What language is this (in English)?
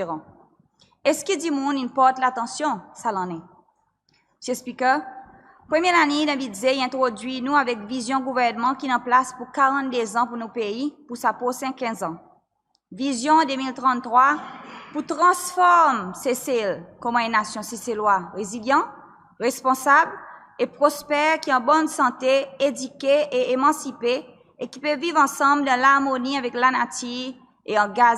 Seselwa Creole French